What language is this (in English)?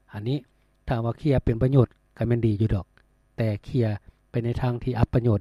Lao